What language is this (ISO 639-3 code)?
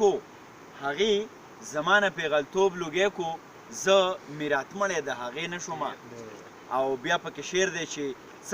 pus